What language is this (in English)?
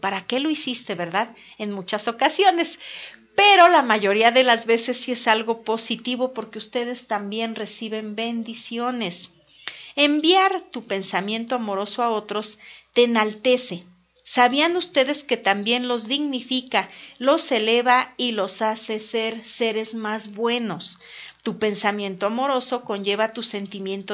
Spanish